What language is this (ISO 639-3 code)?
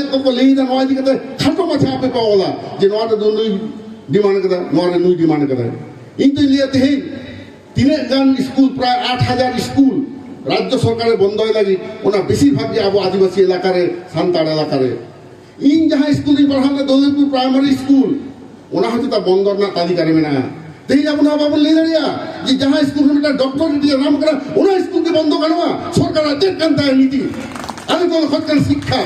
sat